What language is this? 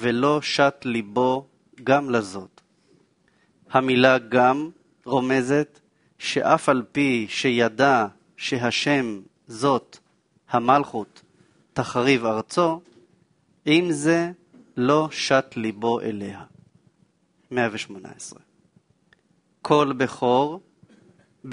Hebrew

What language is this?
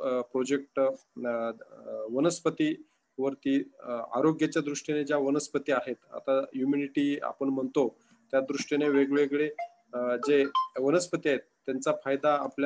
Marathi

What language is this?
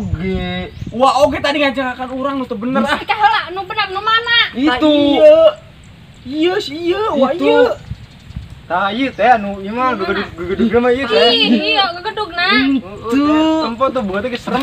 Sundanese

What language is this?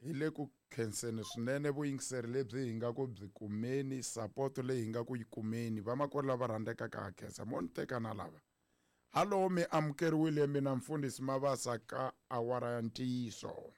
Tsonga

